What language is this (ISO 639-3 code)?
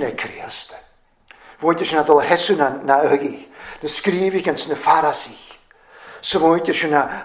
cym